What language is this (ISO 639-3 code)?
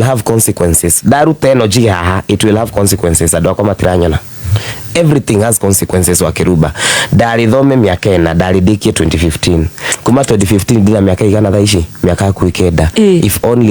kik